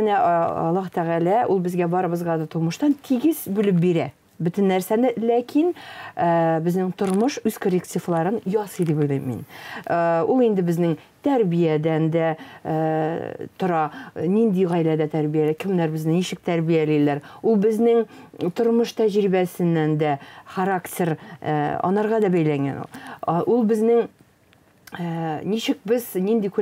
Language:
Tatar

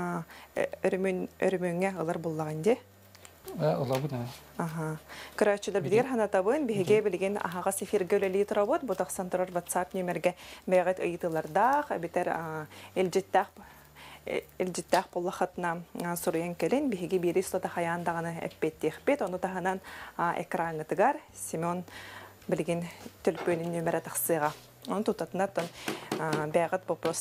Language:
Yakut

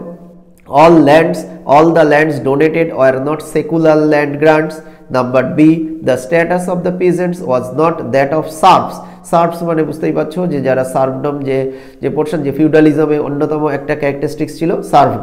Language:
Bangla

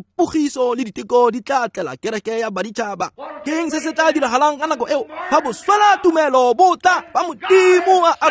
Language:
Tswana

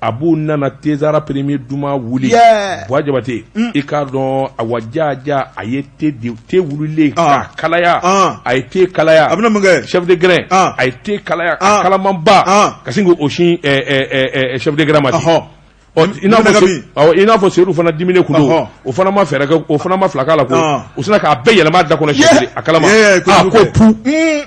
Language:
Bambara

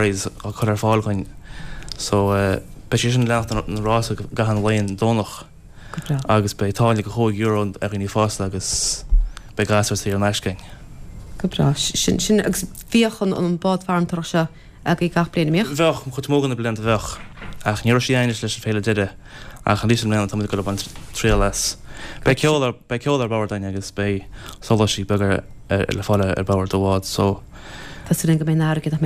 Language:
Irish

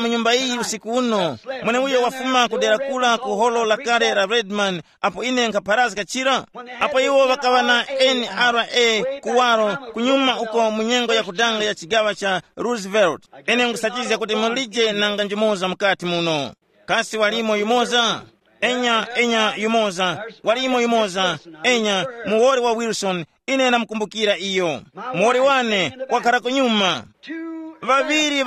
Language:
Tumbuka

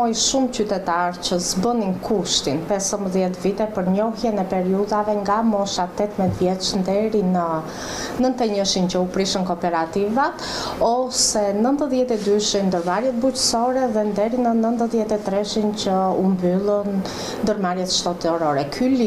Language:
Albanian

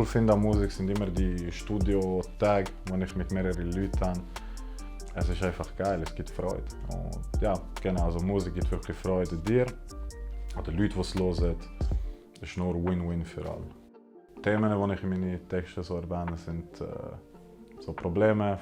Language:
Swiss German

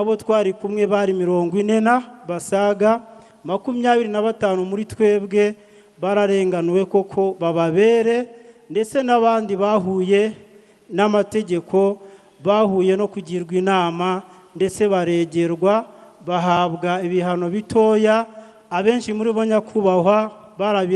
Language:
Kinyarwanda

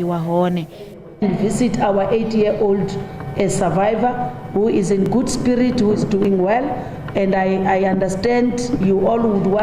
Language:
Venda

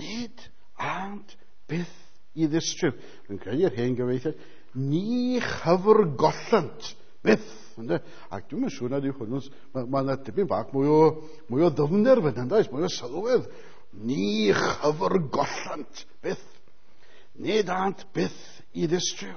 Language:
Welsh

